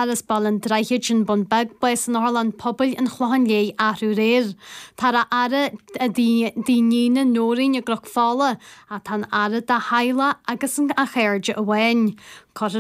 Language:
Irish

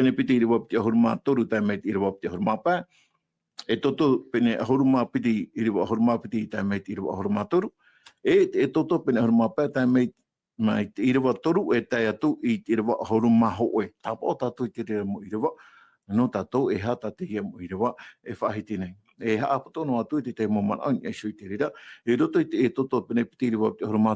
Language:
Tahitian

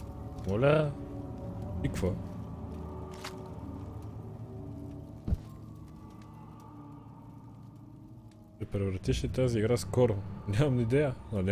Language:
Bulgarian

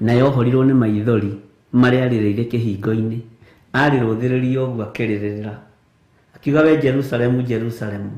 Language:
Kikuyu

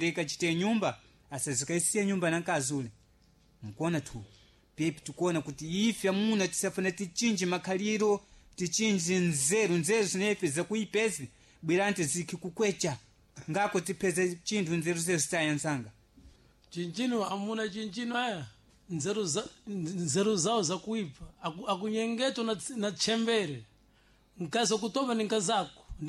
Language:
Sena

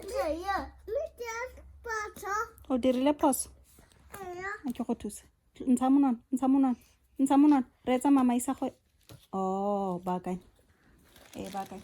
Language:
Tswana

